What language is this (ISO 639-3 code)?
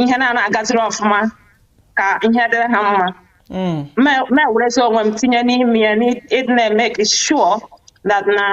ibo